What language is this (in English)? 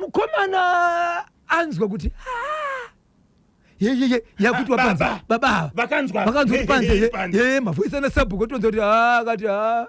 Shona